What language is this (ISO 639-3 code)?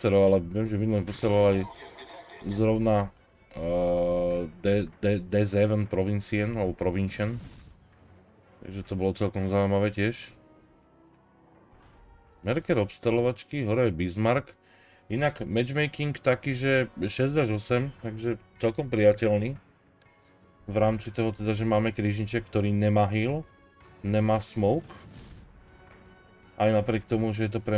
slk